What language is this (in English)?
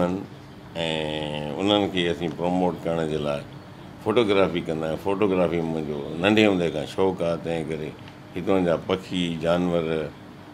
Sindhi